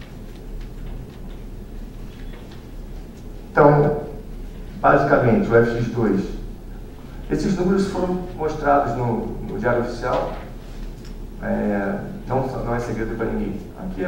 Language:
Portuguese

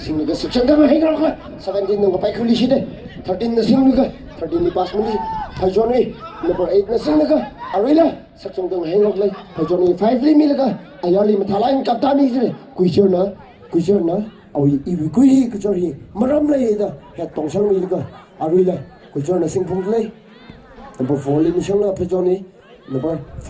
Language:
Tangkhul Naga (India)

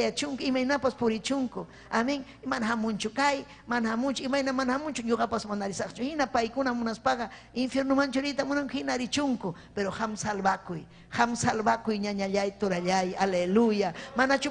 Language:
Ayacucho Quechua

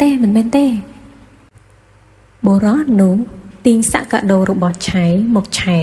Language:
Khmer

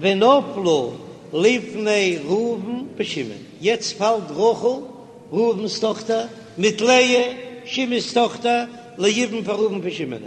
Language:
Yiddish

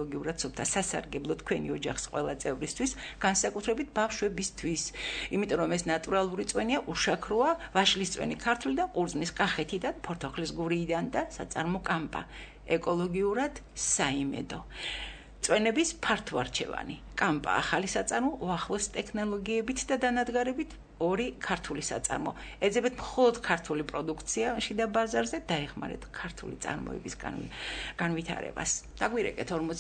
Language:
Georgian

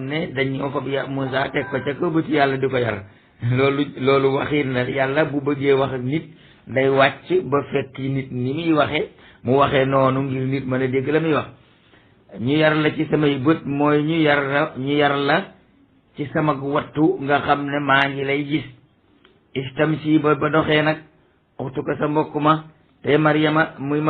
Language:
Wolof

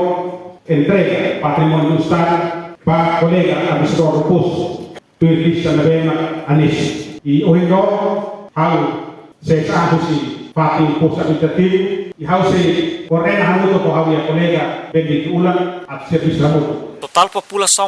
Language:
Tetum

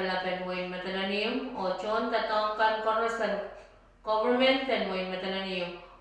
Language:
Pohnpeian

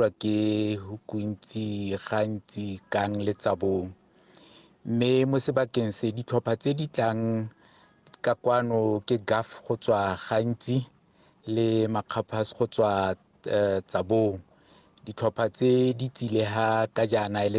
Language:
Tswana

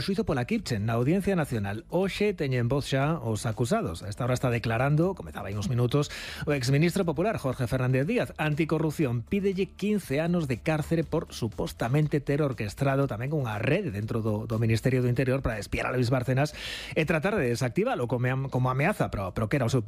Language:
Galician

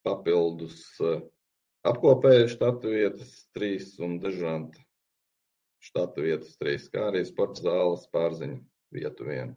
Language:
Latvian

